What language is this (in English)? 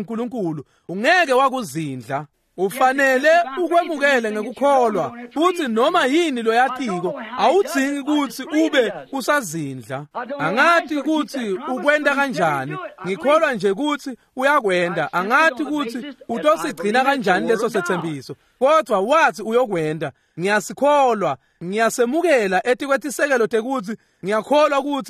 Swati